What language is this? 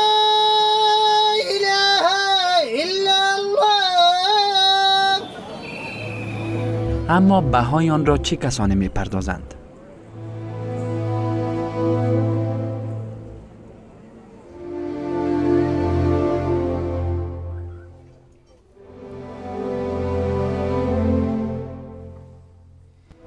Persian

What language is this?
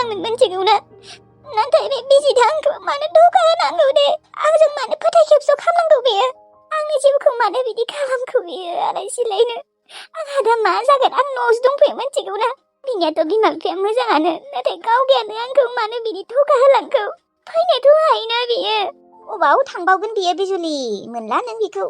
Bodo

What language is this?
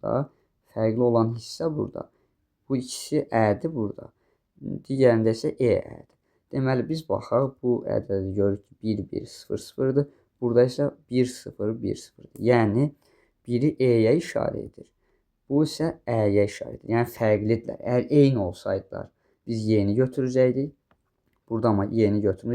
Azerbaijani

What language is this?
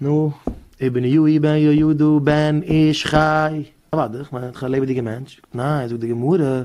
Yiddish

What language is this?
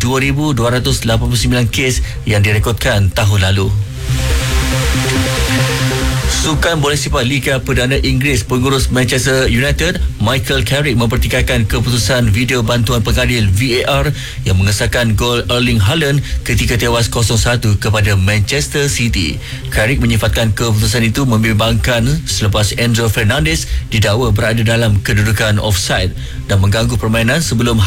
Malay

